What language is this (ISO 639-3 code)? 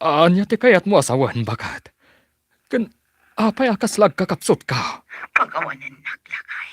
ilo